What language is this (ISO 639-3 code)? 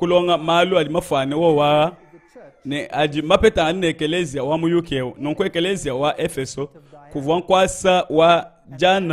lua